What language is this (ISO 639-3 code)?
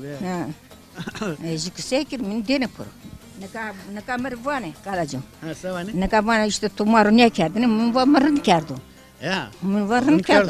zza